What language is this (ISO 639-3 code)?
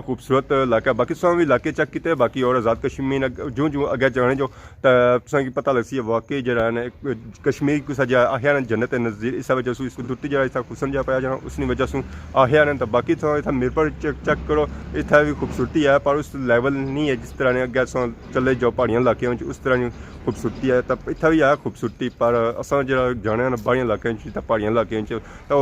phr